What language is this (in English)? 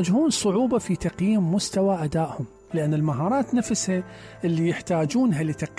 Mesopotamian Arabic